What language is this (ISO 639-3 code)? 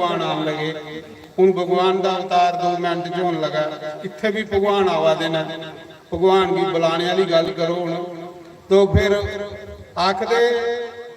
doi